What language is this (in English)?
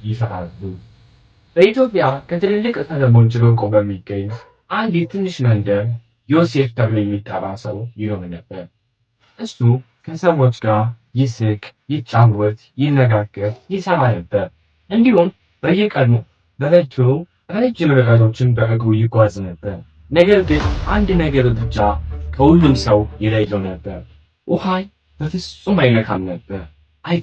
Amharic